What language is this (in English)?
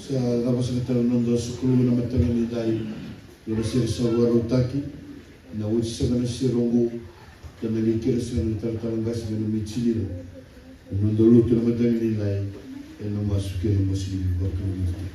Fijian